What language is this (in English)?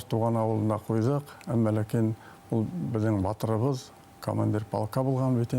Bashkir